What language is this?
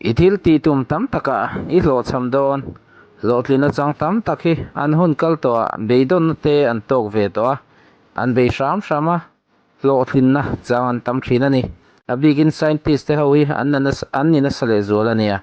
Mizo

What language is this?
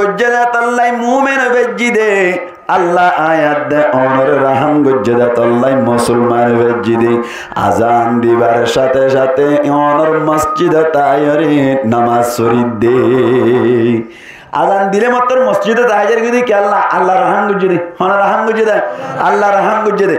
Rohingya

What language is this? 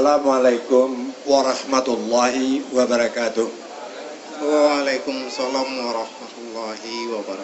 Minangkabau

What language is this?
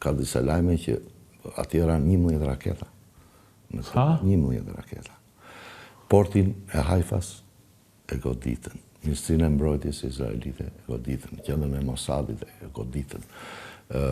Albanian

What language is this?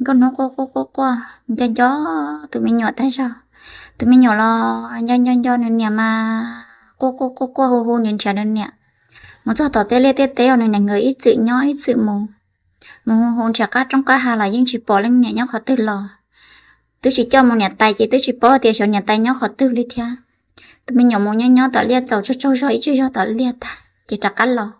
Hmong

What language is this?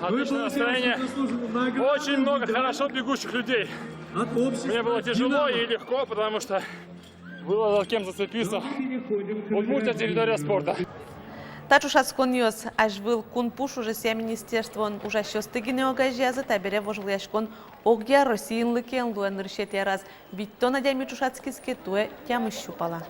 Udmurt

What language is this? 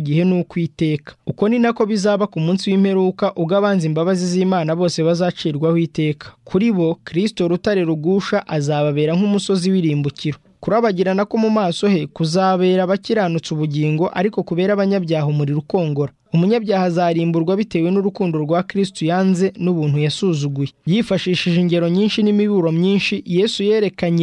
Kinyarwanda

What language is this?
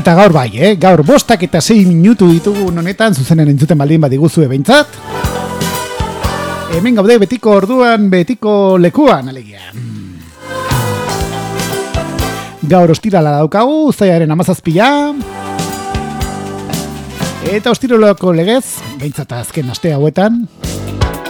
Basque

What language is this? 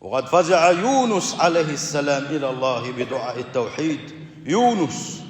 Chechen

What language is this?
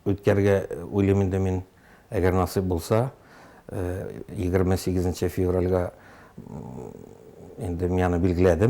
Tatar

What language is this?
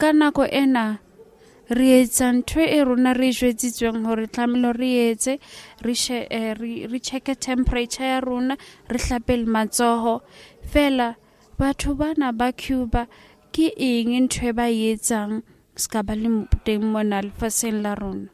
Southern Sotho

